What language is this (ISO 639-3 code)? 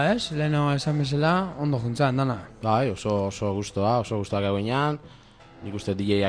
eus